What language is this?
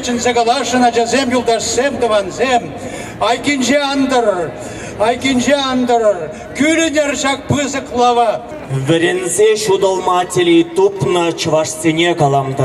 Chuvash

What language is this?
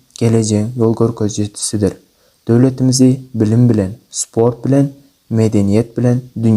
Turkmen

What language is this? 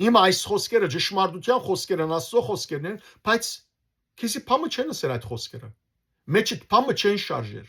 Western Armenian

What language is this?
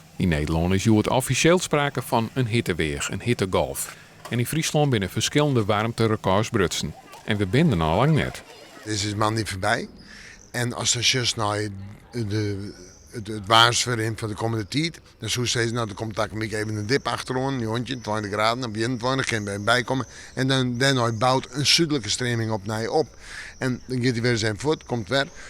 Western Frisian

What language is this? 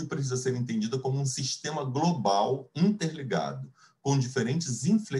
Portuguese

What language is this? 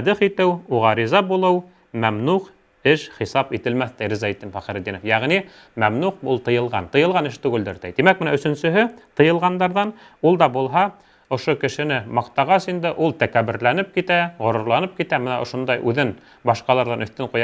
Bashkir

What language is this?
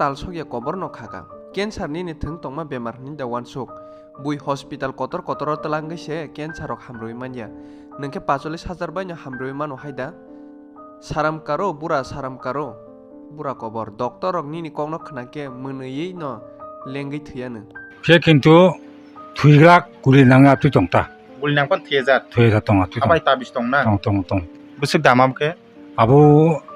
Kok Borok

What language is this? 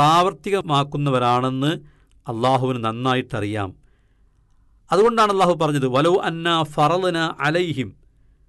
Malayalam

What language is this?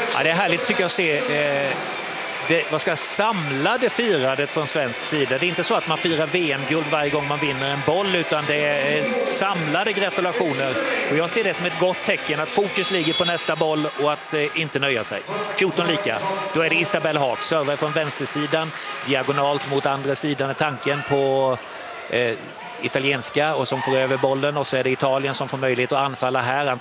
Swedish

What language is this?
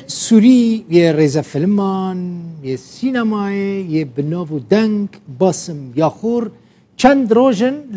Kurdish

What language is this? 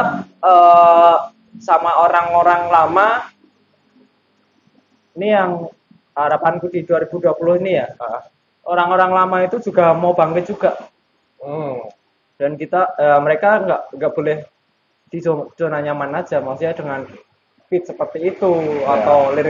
Indonesian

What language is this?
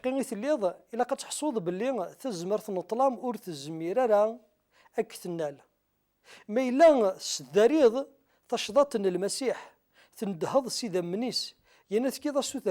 Kabyle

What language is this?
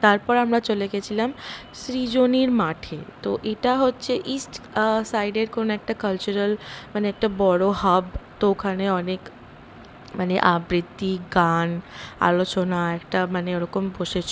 Bangla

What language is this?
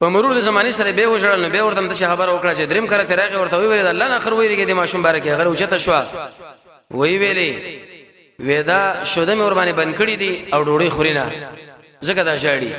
Pashto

